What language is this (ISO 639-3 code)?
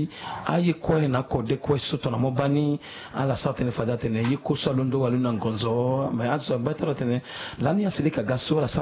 sag